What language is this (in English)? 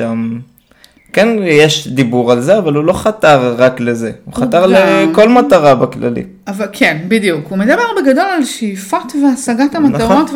Hebrew